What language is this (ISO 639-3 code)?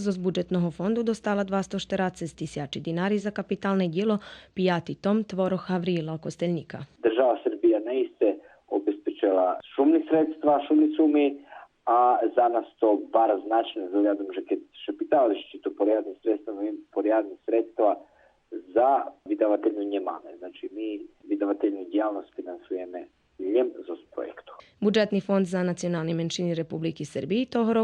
rue